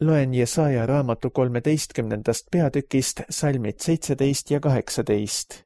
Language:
Estonian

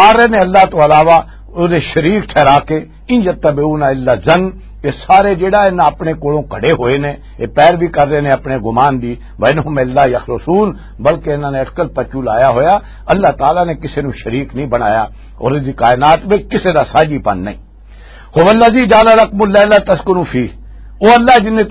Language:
Western Panjabi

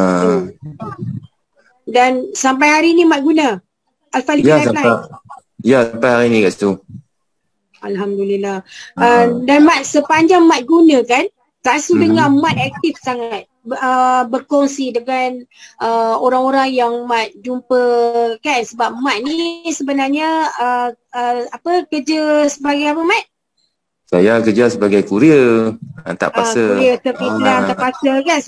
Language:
Malay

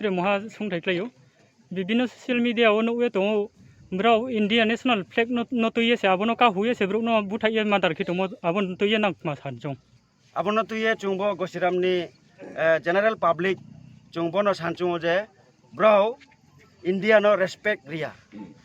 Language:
Riang (India)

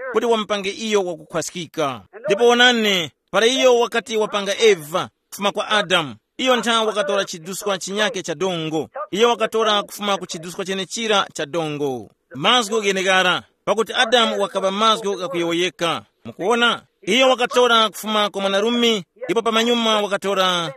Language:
Tumbuka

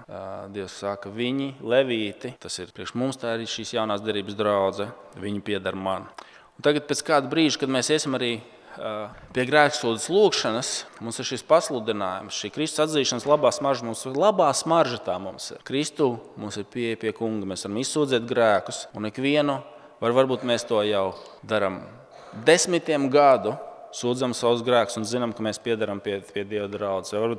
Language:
Latvian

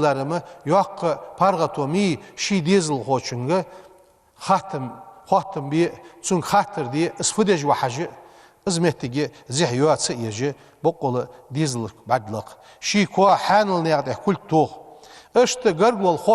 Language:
Ingush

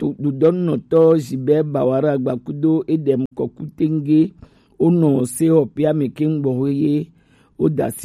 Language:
Gen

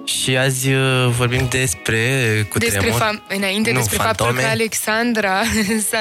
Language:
Romanian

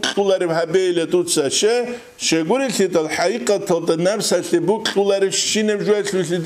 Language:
Avaric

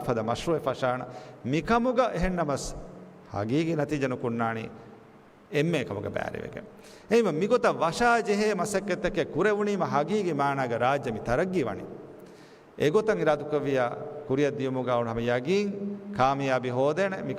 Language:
Divehi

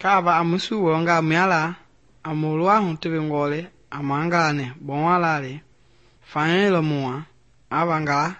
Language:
Mende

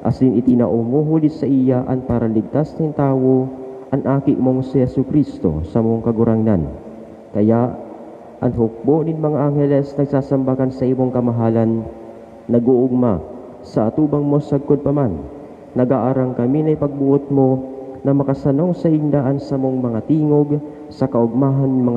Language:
Bikol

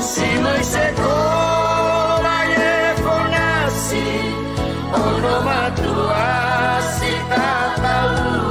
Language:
Nias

